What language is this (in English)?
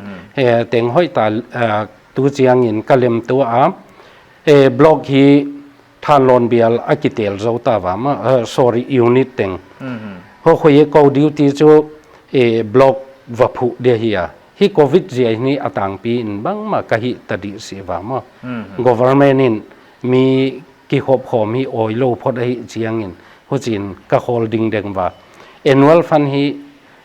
Paite Chin